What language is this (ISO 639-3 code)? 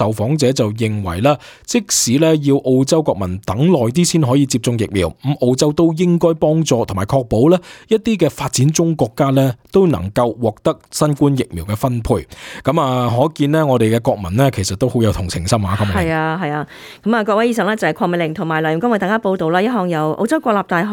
yue